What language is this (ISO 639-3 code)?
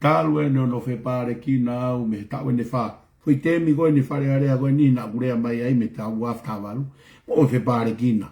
ton